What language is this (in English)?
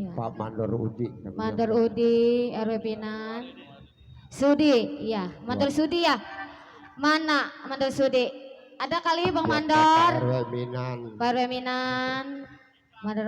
Betawi